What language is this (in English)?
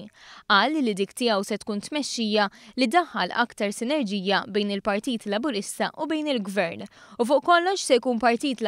Maltese